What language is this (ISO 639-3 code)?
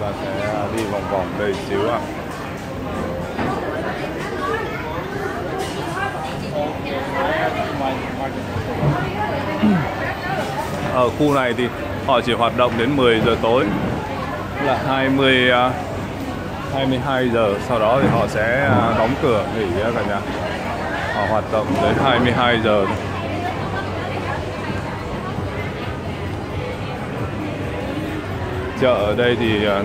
vie